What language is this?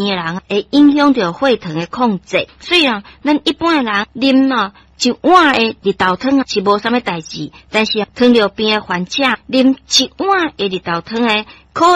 Min Nan Chinese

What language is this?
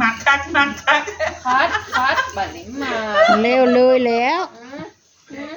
Northeastern Thai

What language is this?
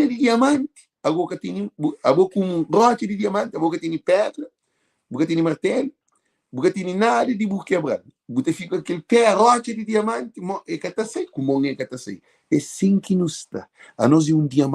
Kabuverdianu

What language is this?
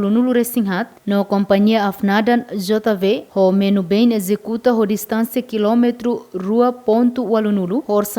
Tetum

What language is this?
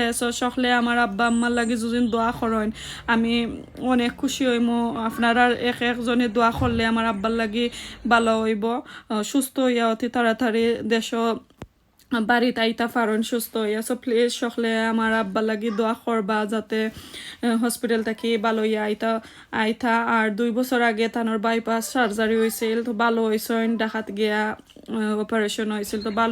Sylheti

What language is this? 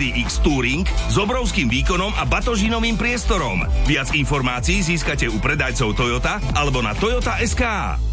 Slovak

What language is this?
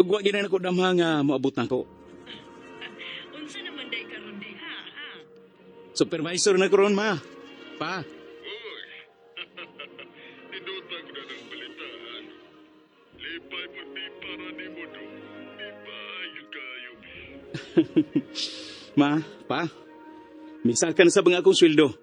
Cebuano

